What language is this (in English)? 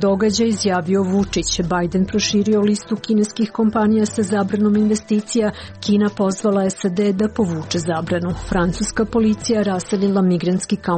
Serbian